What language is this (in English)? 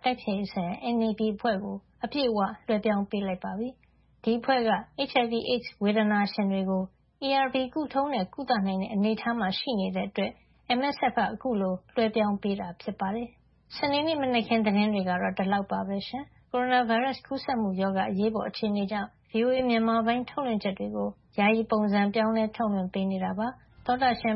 Burmese